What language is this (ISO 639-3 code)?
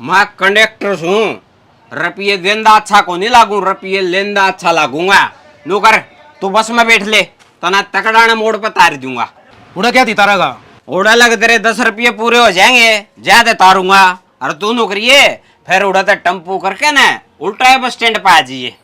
bgc